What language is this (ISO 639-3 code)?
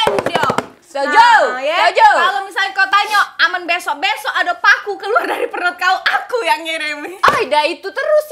mui